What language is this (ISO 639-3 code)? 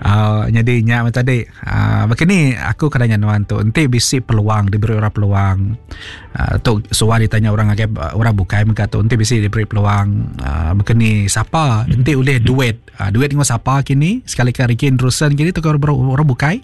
iba